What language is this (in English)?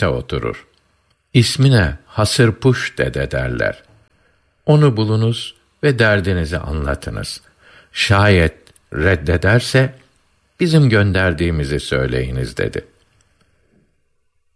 Turkish